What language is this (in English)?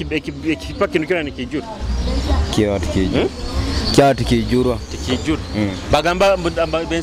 Nyoro